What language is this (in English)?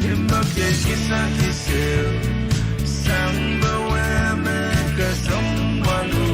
Pohnpeian